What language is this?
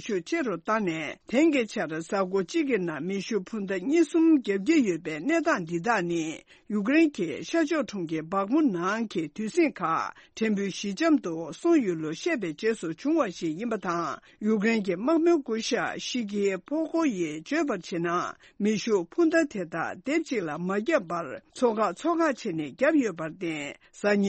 Tibetan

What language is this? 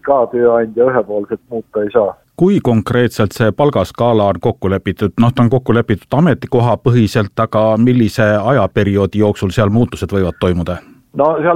Estonian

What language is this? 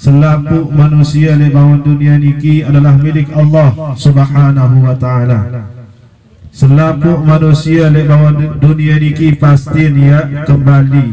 Sasak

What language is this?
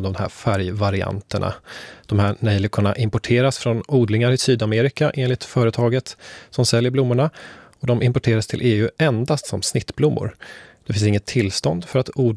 Swedish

